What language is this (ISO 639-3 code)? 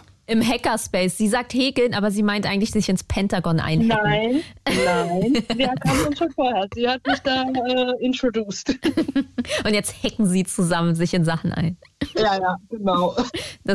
deu